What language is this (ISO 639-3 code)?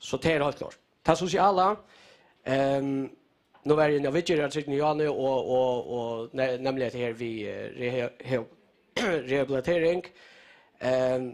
fao